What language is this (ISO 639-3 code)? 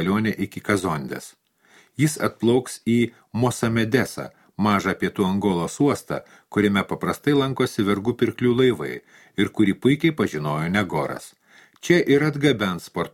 lit